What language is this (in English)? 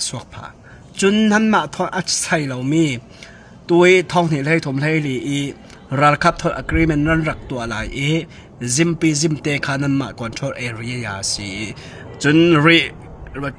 Falam Chin